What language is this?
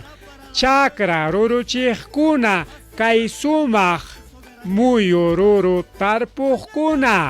Ayacucho Quechua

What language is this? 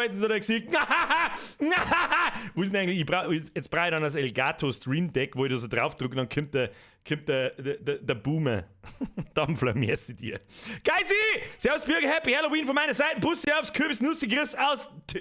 Bavarian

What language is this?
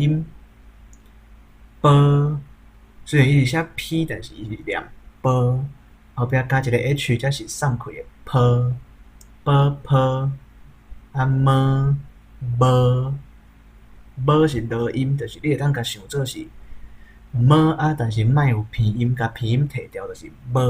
Min Nan Chinese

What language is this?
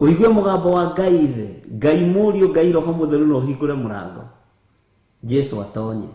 Kikuyu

